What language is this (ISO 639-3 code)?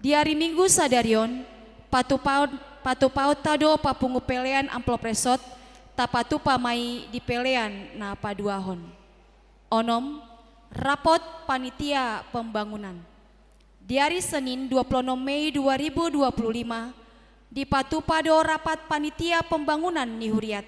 bbc